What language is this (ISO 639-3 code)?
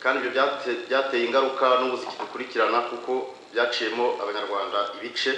kin